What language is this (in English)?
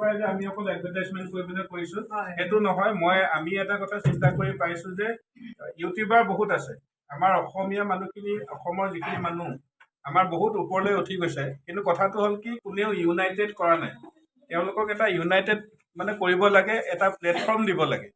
Assamese